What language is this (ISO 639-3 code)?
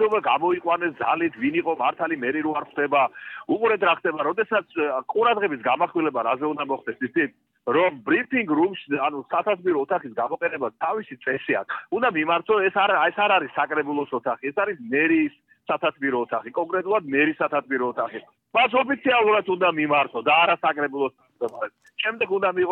kat